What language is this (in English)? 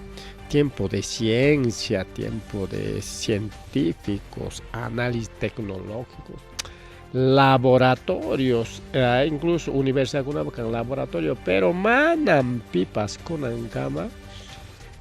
Ayacucho Quechua